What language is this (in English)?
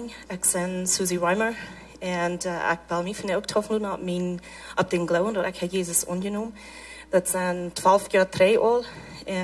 Plautdietsch